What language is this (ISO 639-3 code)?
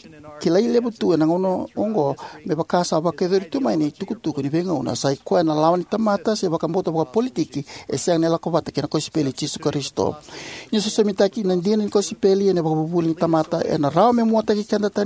fij